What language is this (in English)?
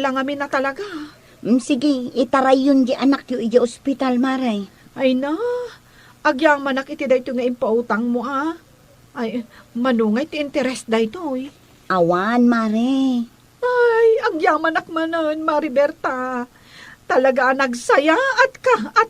Iloko